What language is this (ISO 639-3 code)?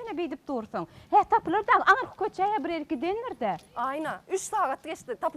tuk